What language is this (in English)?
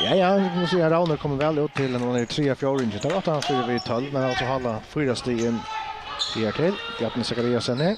Faroese